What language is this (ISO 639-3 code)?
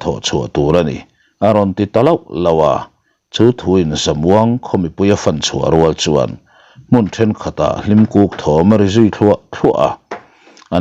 lus